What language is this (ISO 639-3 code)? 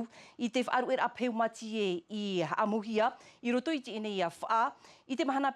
tah